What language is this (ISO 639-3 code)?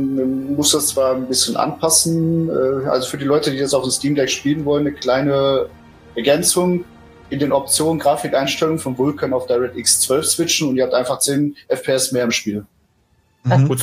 deu